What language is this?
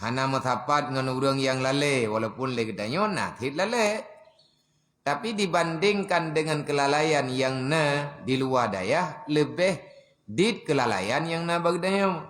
Achinese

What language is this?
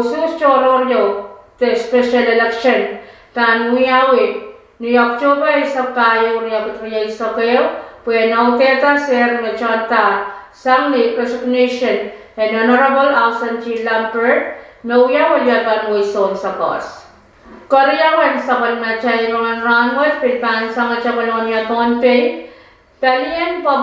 Pohnpeian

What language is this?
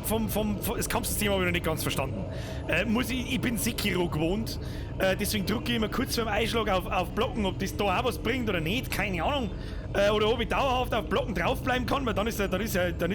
Bavarian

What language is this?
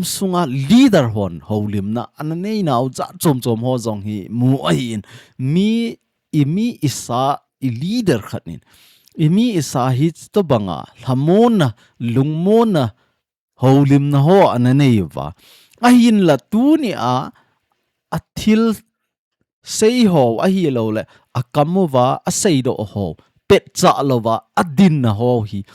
Thado Chin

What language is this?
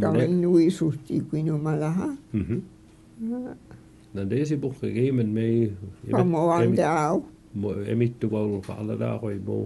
Mi'kmaw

